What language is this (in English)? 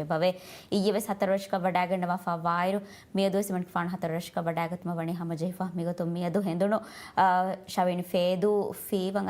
Divehi